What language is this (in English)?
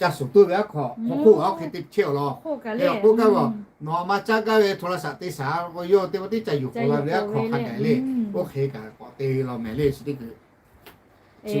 Lahu